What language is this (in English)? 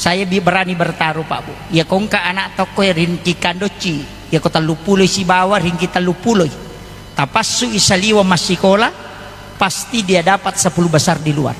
Buginese